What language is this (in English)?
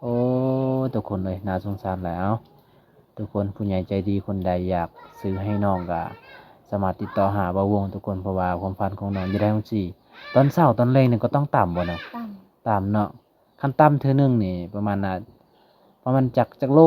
Lao